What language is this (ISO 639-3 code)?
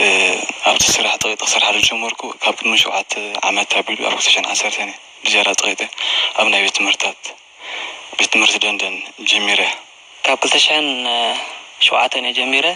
tir